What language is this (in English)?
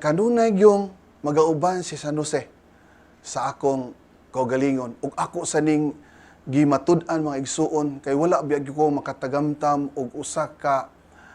Cebuano